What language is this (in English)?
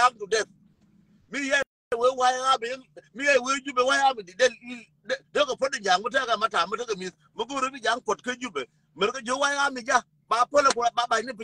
Nuer